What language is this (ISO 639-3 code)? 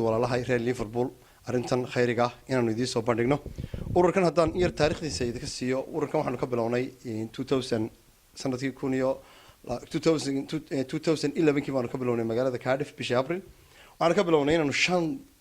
som